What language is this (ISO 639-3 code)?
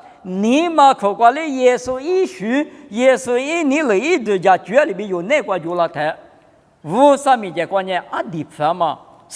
lis